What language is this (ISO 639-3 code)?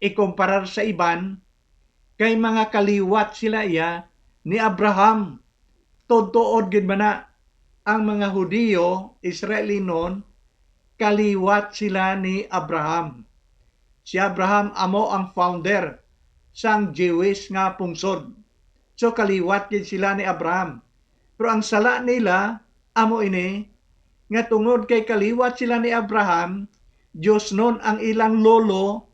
hil